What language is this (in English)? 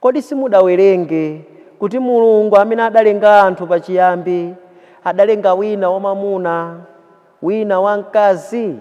Nyanja